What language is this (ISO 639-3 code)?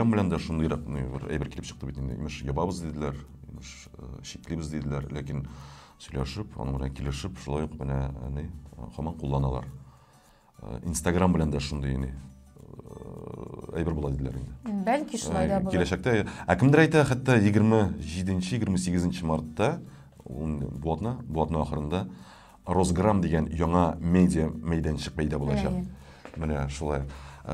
tat